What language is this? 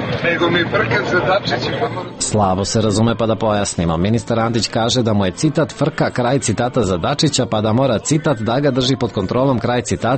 Serbian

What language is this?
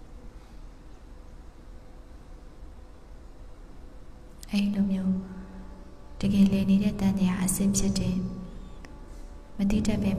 Burmese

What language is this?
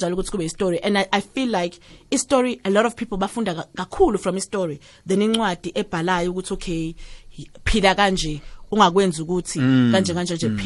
South Ndebele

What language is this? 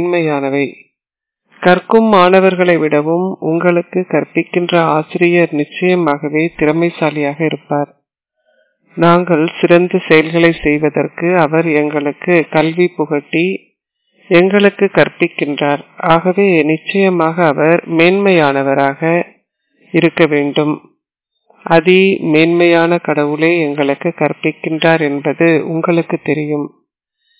Tamil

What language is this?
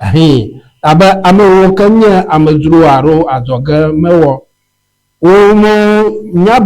Ewe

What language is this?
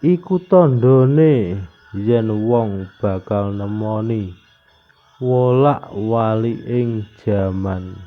Javanese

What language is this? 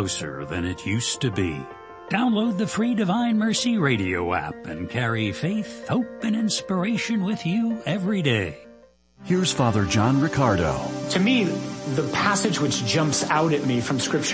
English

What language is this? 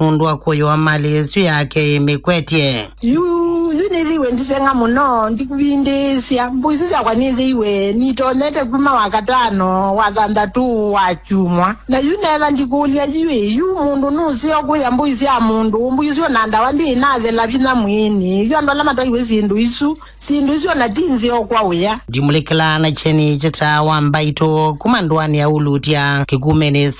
Kamba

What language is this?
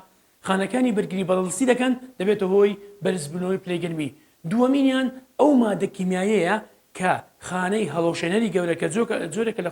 Central Kurdish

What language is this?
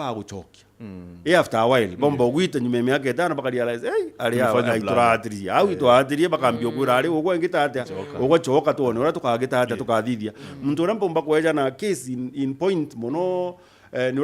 Meru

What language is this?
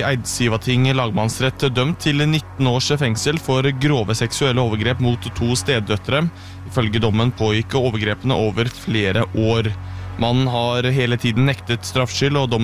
Norwegian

